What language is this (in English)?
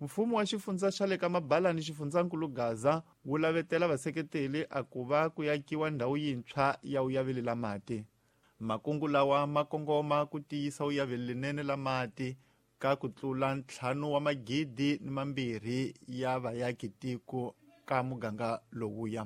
Tsonga